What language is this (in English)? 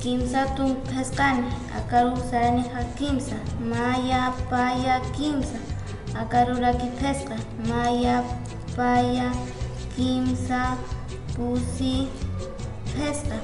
Aymara